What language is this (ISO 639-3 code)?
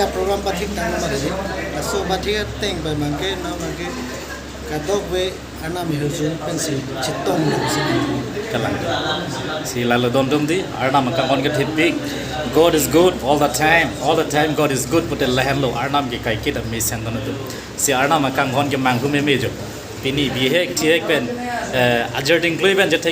mjw